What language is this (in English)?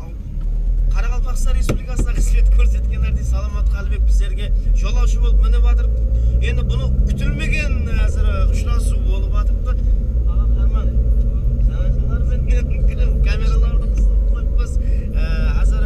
Kara-Kalpak